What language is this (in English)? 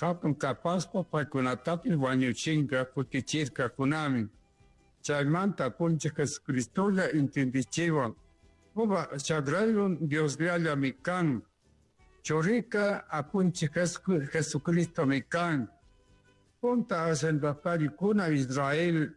Chimborazo Highland Quichua